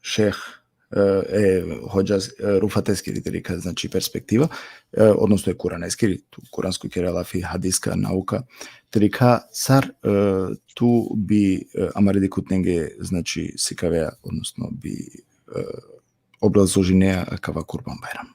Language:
Balkan Romani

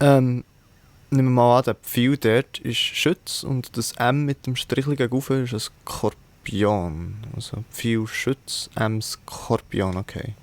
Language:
Swiss German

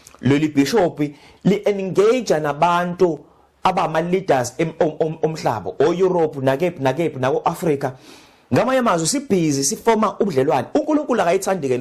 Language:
Zulu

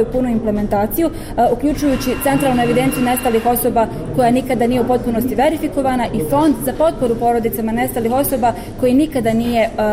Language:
Bosnian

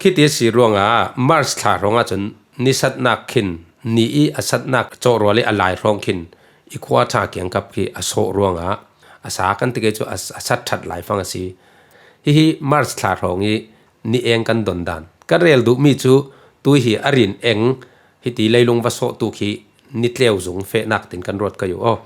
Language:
Falam Chin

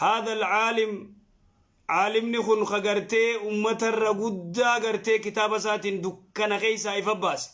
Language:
Oromo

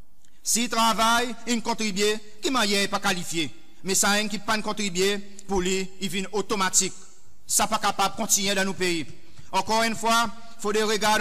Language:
Seselwa Creole French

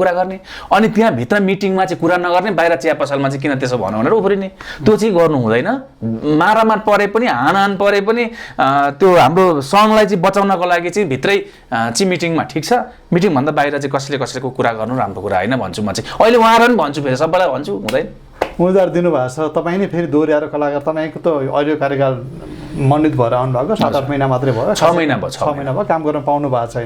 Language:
Nepali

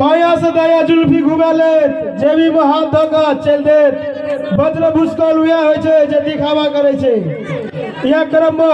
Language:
Maithili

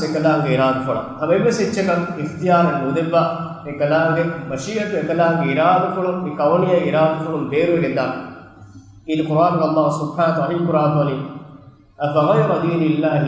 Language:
Divehi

